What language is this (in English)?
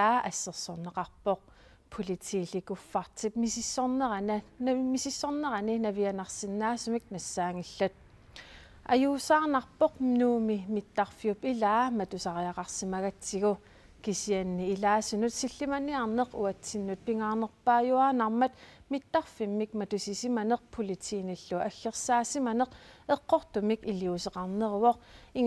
Kalaallisut